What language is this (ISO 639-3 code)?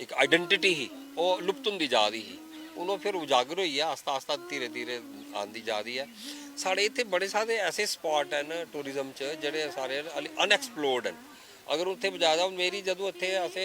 doi